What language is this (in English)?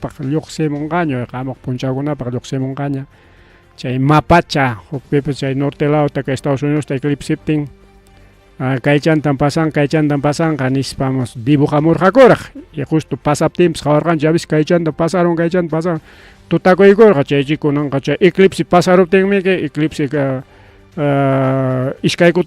Ayacucho Quechua